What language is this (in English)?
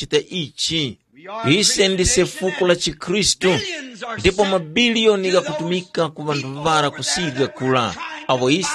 Tumbuka